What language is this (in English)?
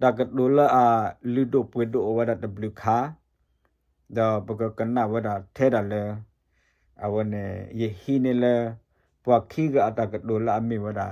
S'gaw Karen